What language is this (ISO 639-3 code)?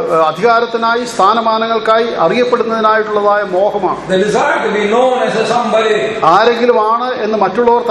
mal